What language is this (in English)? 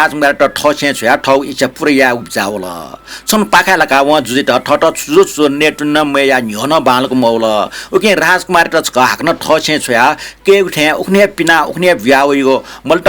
Newari